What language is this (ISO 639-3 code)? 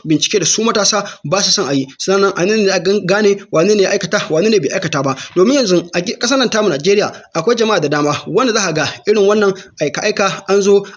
hau